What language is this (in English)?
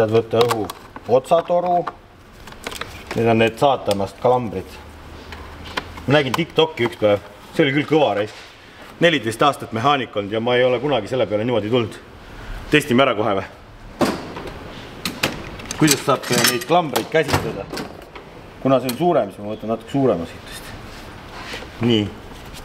Estonian